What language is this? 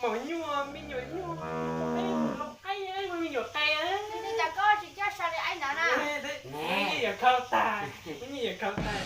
Hmong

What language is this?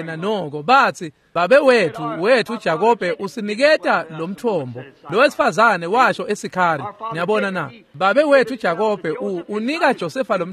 Swati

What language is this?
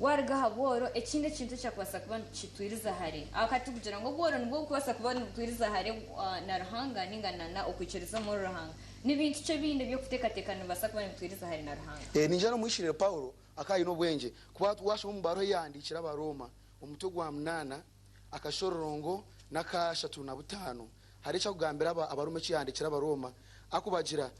Nyankole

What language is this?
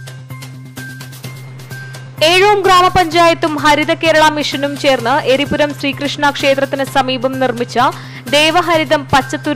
Malayalam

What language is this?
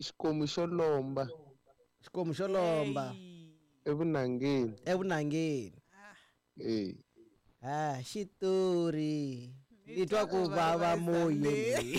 Tsonga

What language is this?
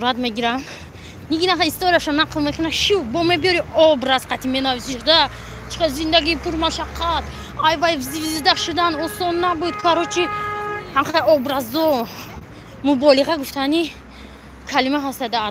Tajik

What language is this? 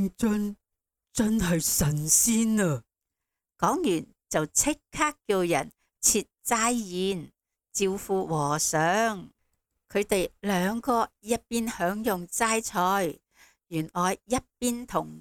Cantonese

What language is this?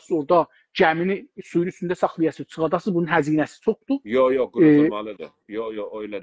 South Azerbaijani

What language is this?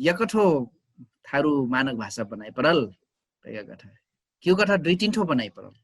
Dangaura Tharu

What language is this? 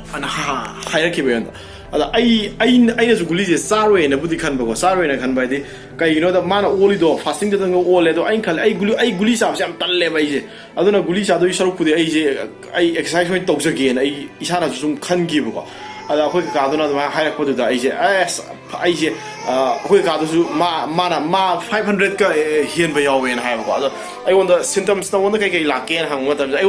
Manipuri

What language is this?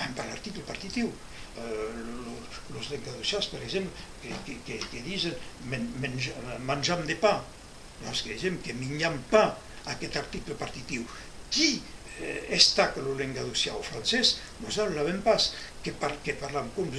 Occitan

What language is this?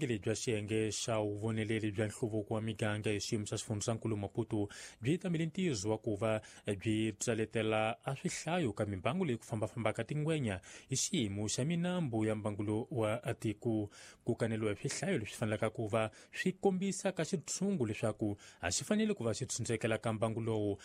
Tsonga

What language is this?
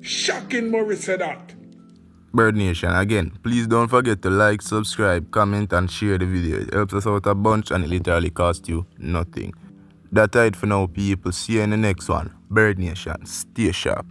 Jamaican Creole English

